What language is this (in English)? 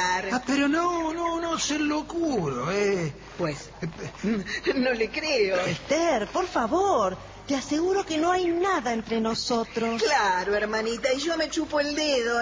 Spanish